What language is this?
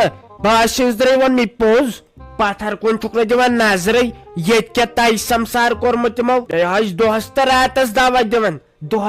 Kashmiri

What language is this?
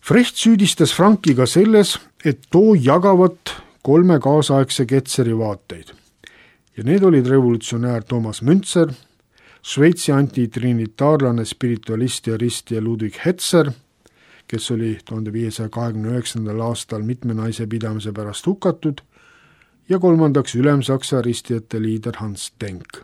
Estonian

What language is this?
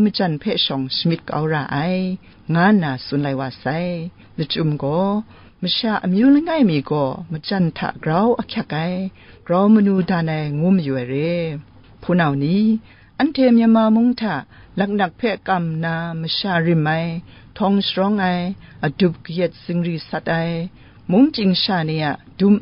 Kachin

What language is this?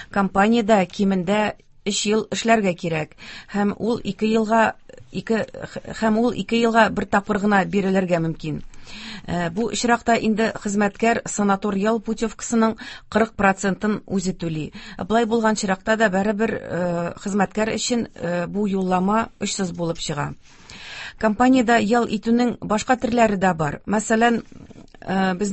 Tatar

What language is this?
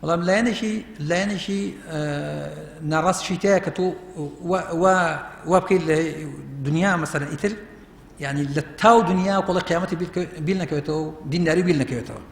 Central Kurdish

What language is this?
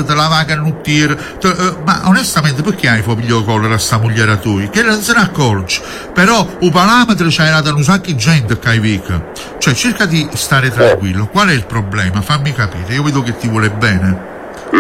Italian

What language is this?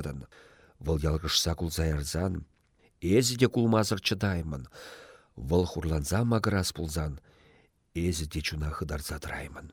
Chuvash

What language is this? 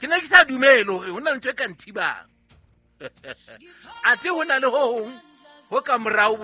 Southern Sotho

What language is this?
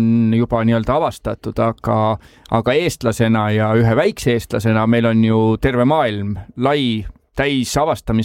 Estonian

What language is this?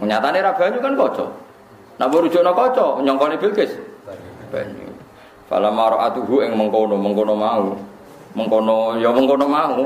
Javanese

